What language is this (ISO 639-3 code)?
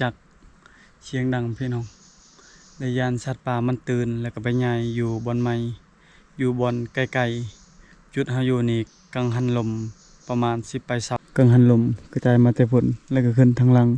lao